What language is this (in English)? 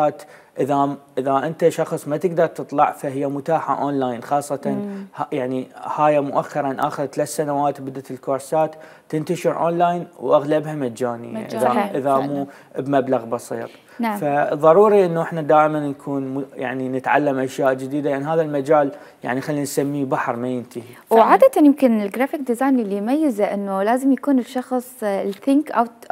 Mesopotamian Arabic